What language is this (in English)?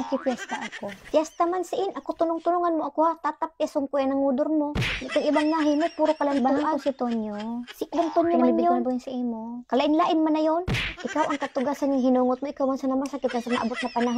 Bikol